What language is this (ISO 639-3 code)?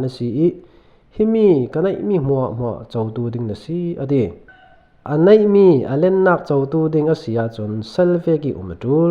cfm